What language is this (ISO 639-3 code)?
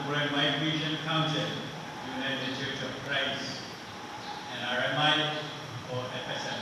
pon